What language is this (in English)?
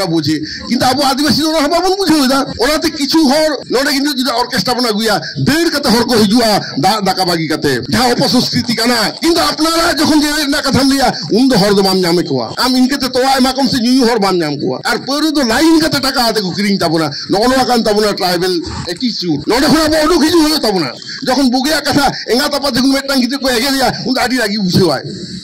Santali